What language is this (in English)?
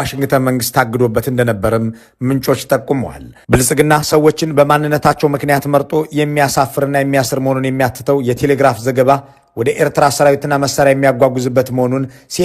Amharic